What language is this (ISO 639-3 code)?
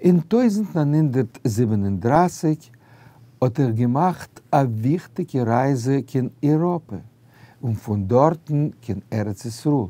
yid